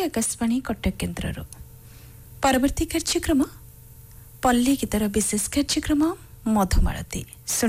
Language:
Odia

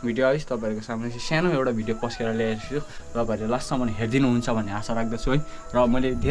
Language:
Nepali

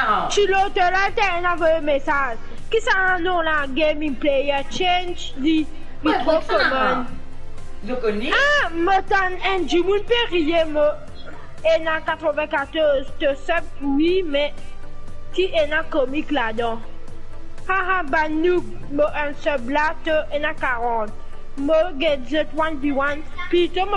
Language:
Morisyen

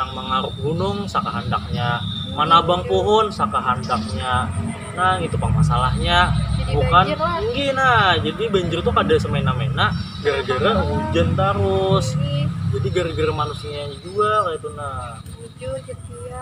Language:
Banjar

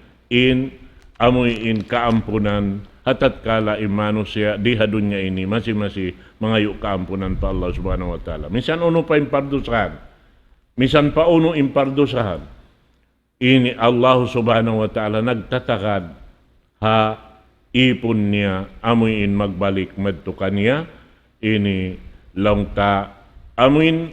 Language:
Tausug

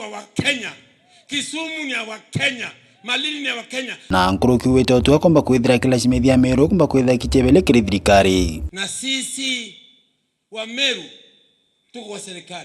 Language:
Meru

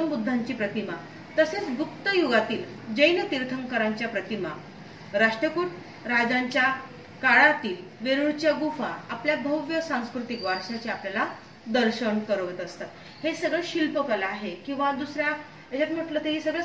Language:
Marathi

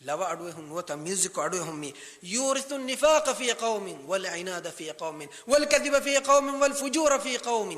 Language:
Divehi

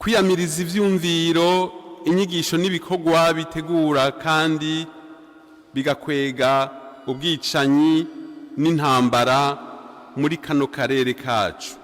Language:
Rundi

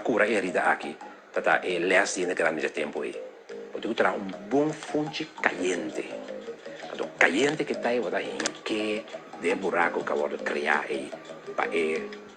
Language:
Papiamento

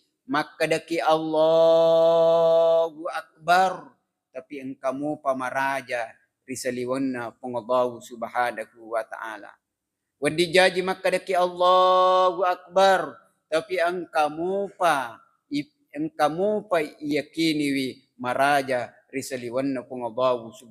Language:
Buginese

